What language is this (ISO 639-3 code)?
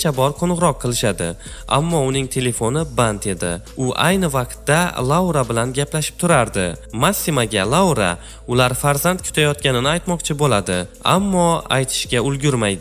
uzb